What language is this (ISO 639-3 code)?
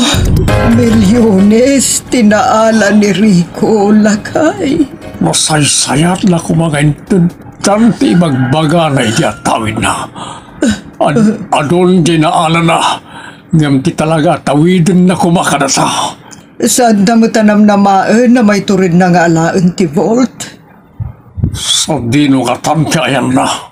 ilo